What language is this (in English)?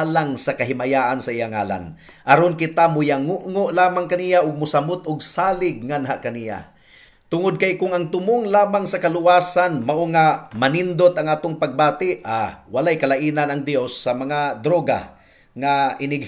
Cebuano